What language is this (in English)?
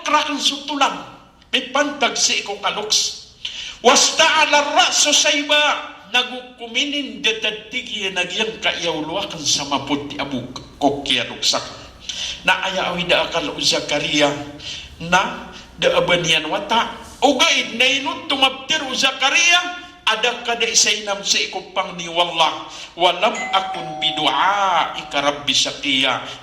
Maranao